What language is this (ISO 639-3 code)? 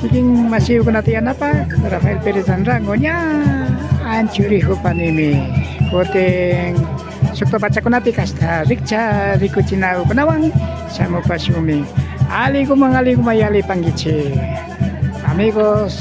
qvi